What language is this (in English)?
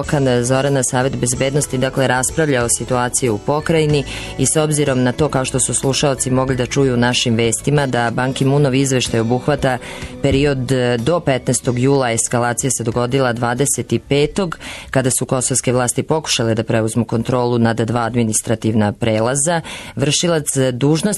Serbian